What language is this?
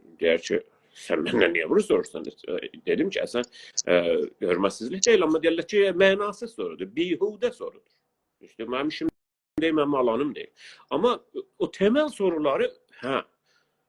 South Azerbaijani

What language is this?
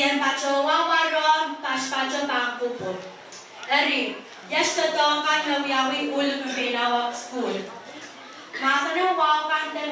Pohnpeian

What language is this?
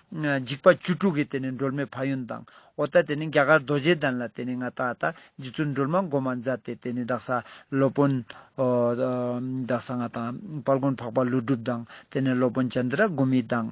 Ladakhi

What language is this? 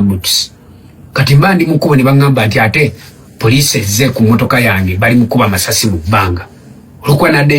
Ganda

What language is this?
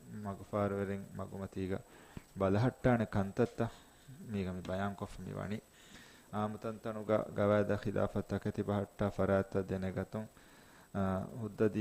Divehi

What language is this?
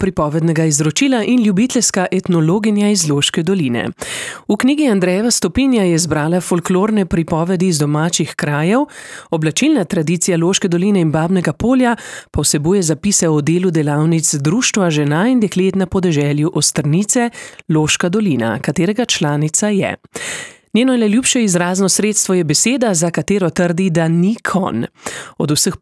Slovenian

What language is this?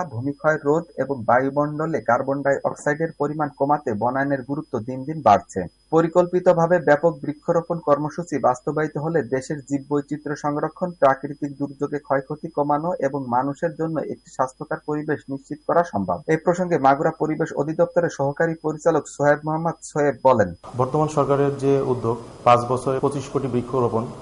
Bangla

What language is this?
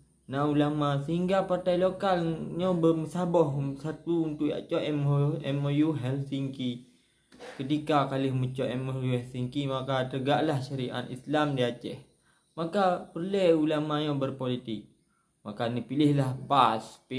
Achinese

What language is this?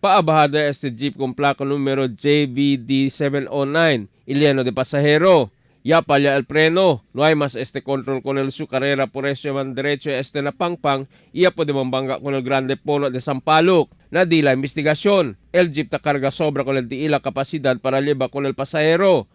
Chavacano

